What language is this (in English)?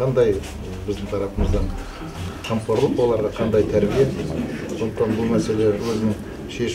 Kazakh